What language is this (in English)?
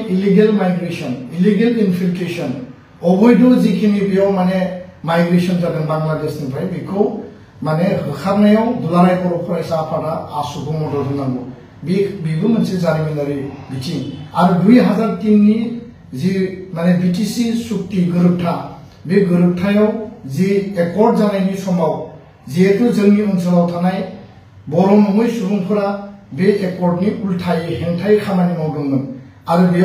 Bodo